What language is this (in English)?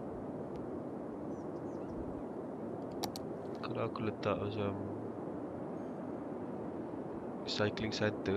Malay